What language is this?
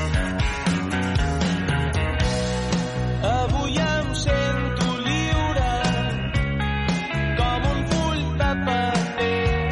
Catalan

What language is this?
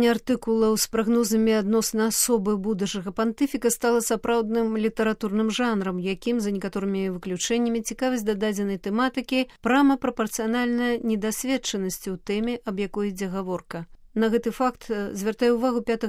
Belarusian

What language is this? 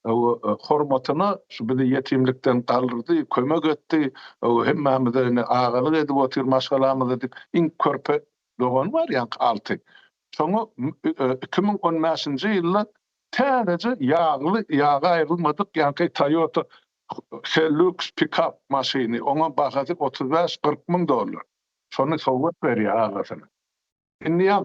Turkmen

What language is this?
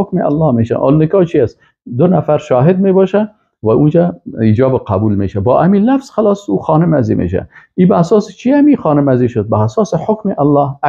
Persian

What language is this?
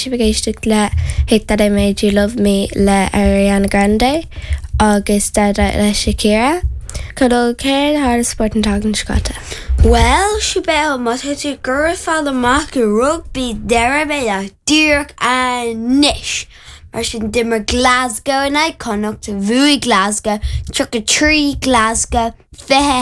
Irish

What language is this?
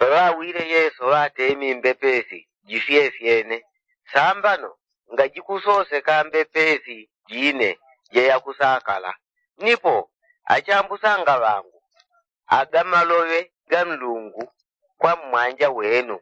Yao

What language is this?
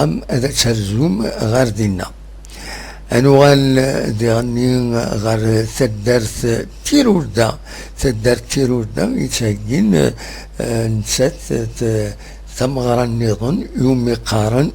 Kabyle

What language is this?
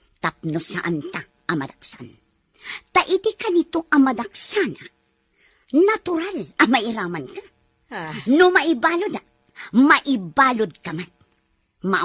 Iloko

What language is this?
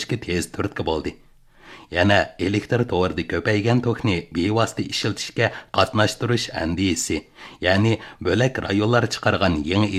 Uyghur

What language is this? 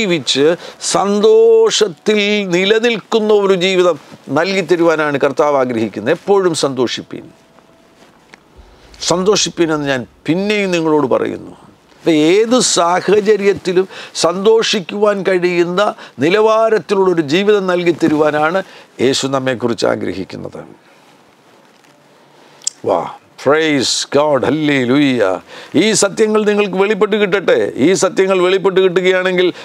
Malayalam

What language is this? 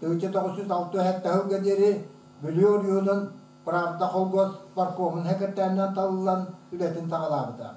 Yakut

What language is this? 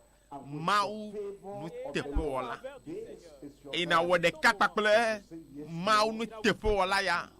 Ewe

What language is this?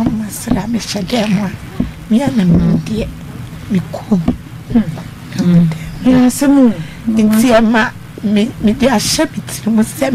Akan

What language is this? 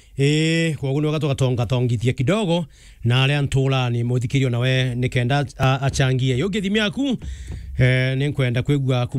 Meru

